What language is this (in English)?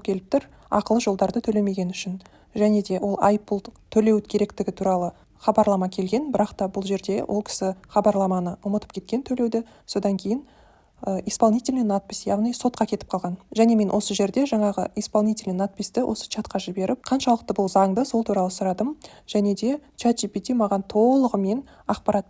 Kazakh